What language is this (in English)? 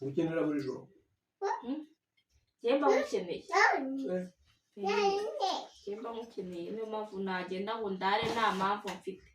Kinyarwanda